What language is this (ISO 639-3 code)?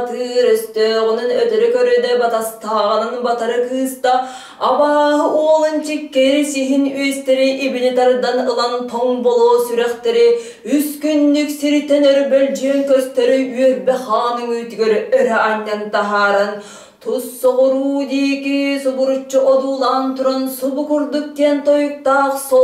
sah